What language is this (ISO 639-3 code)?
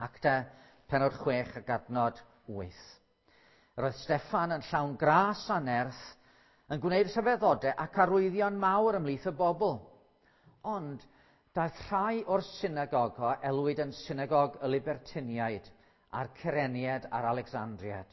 cym